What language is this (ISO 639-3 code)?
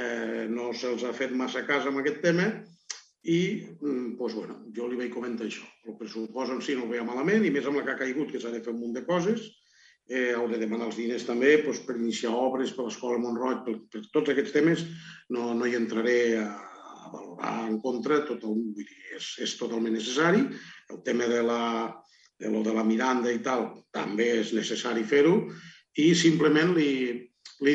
cat